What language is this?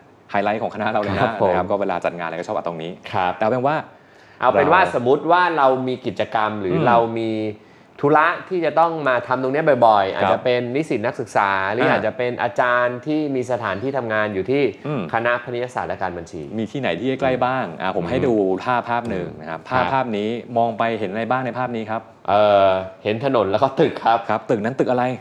Thai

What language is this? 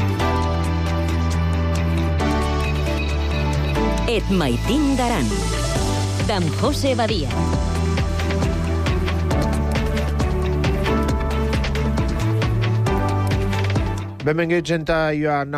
Catalan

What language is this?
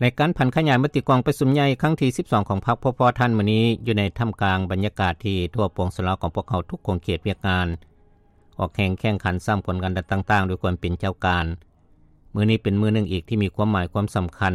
Lao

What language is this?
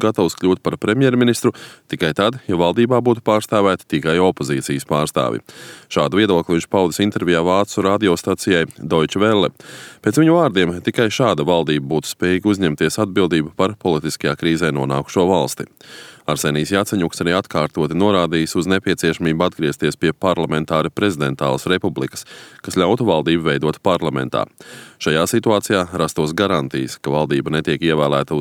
Latvian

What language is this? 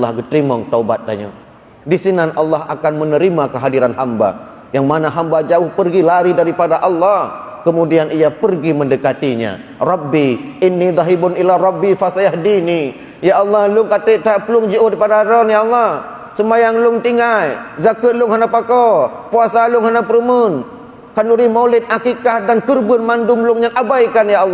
Achinese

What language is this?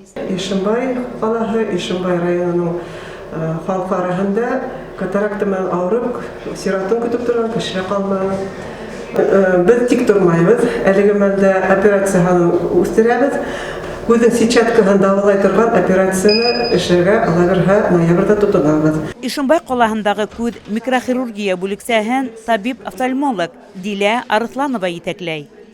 Bashkir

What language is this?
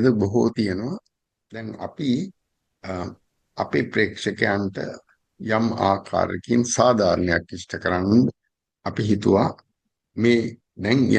Sinhala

